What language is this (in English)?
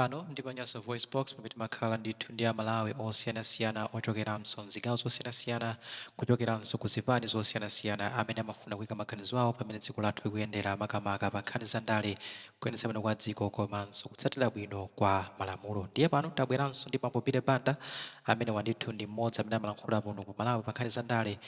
Nyanja